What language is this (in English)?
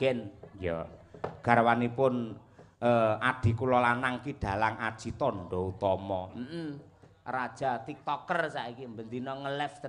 Javanese